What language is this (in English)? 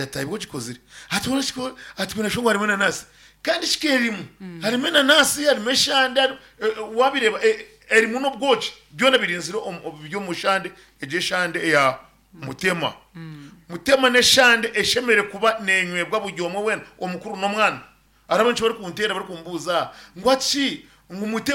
Nyankole